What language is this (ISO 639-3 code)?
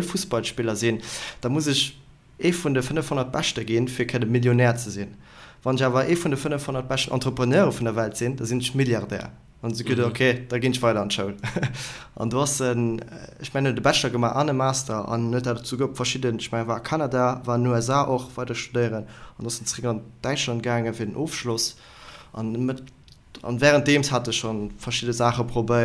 ltz